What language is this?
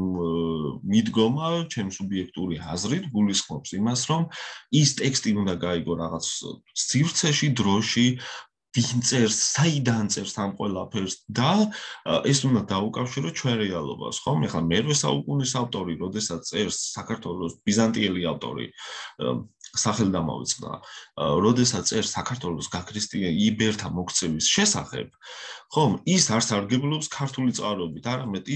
Georgian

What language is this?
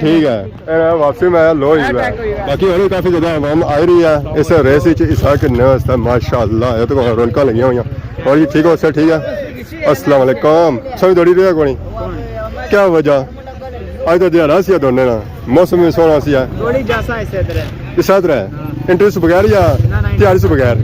Pahari-Potwari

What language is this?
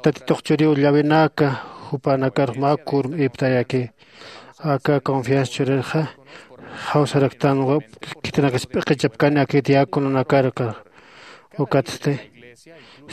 Aymara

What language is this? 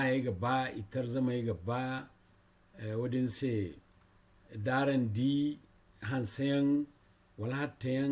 Zarma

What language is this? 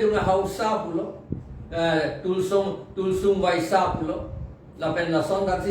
Karbi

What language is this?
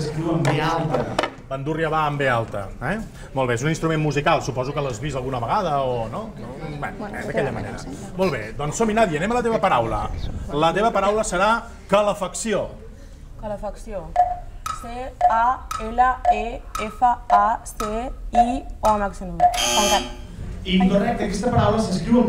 Catalan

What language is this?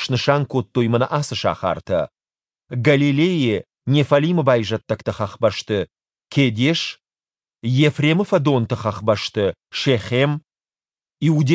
Ossetic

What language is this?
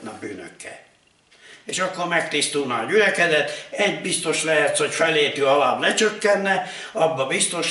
Hungarian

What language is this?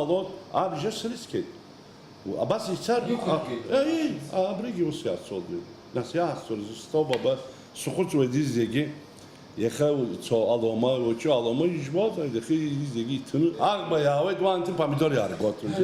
Abkhazian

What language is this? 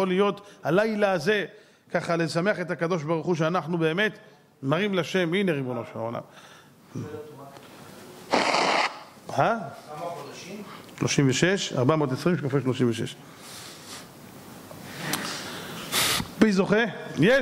Hebrew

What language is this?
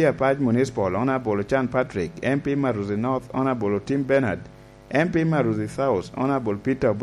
Lango (Uganda)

